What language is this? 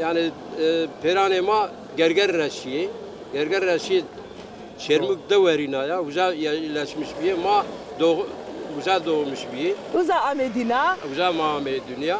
Zaza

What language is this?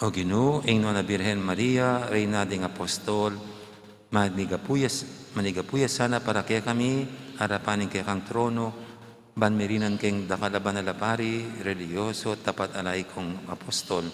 Pampanga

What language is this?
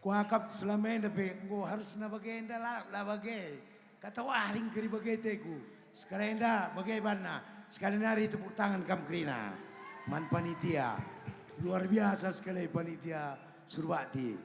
Batak Karo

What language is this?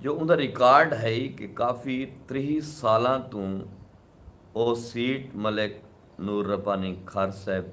Saraiki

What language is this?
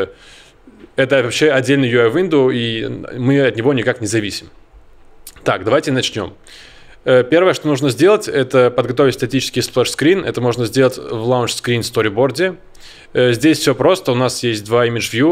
Russian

